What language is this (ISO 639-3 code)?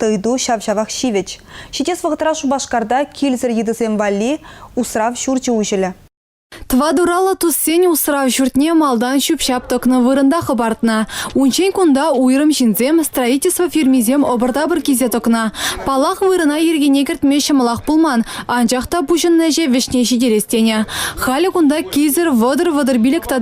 chv